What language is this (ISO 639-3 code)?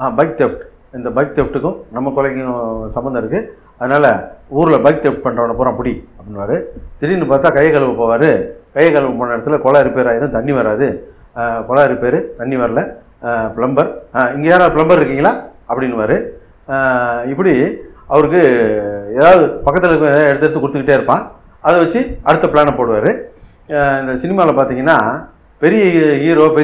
tam